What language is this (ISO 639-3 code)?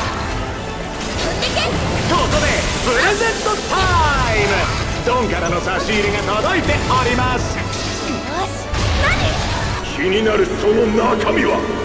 jpn